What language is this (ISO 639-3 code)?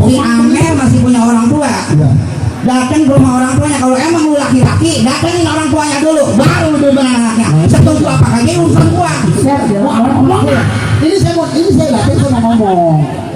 bew